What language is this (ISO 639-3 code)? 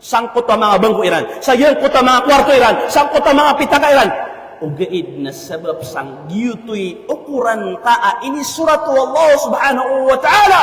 mrw